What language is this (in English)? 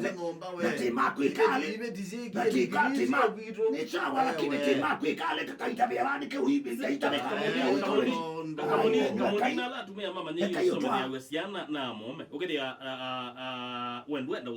Kamba